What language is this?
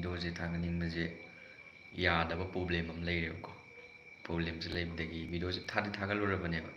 Manipuri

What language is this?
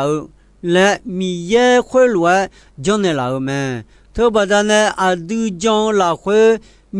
Akha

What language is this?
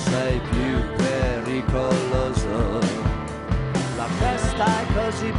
Italian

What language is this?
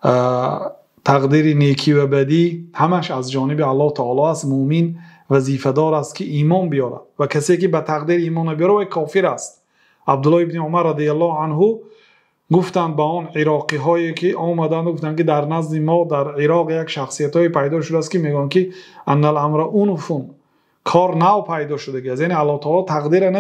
Persian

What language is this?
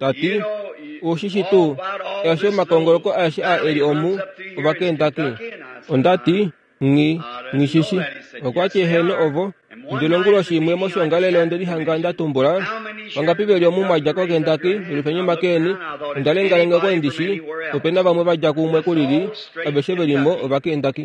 Kuanyama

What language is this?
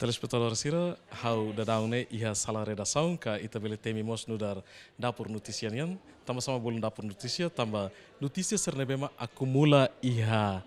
Tetum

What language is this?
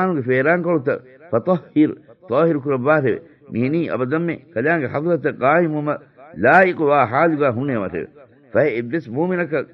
Divehi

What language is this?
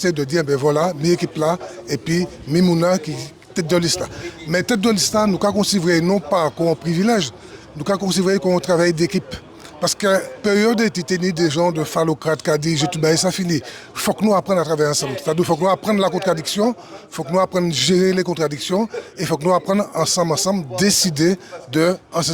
Guadeloupean Creole French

